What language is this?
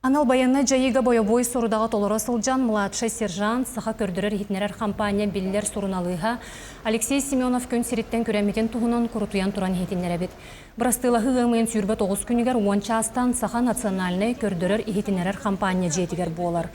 Yakut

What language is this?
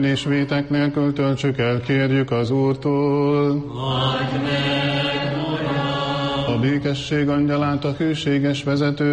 Hungarian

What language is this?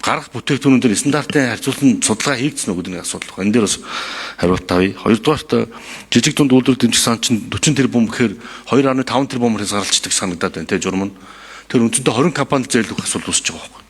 Mongolian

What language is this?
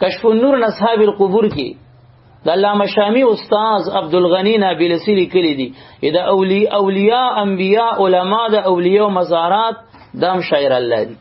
Pashto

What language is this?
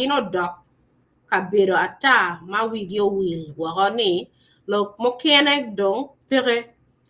Acoli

